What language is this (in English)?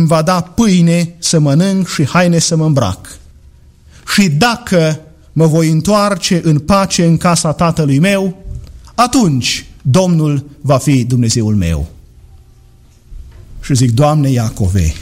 Romanian